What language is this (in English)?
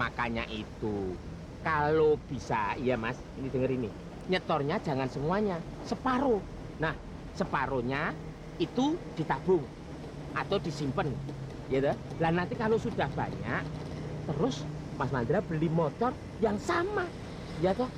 Betawi